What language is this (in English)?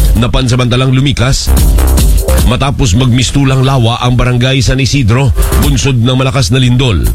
Filipino